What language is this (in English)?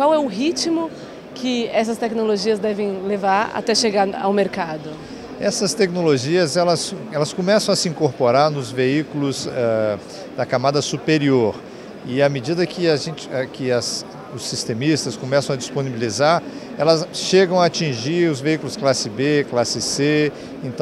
Portuguese